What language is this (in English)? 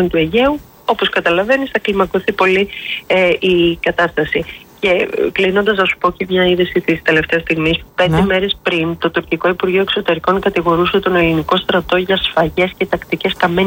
Greek